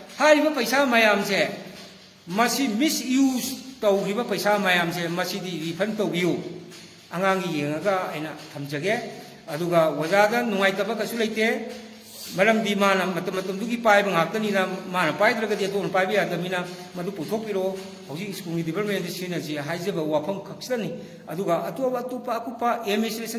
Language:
Manipuri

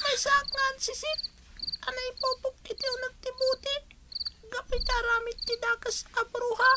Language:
Iloko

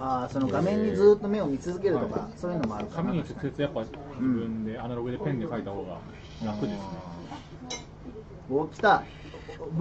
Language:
Japanese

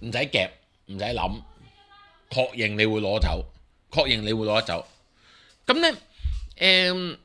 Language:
Cantonese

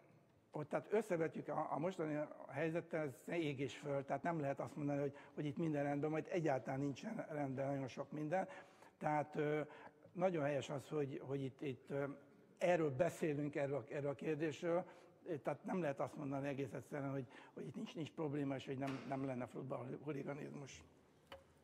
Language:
Hungarian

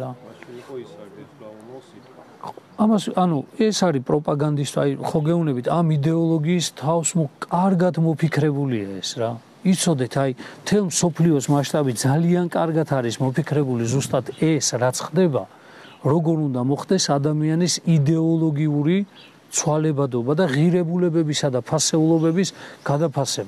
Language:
Georgian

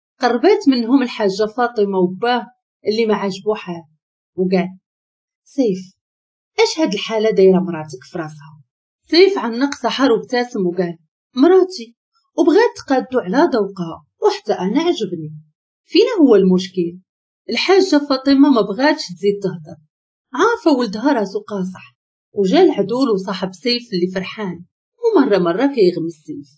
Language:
Moroccan Arabic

